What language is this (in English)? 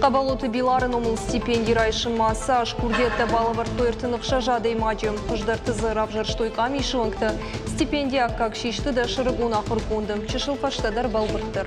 Ossetic